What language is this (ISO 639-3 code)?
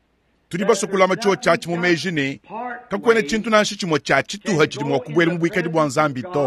lua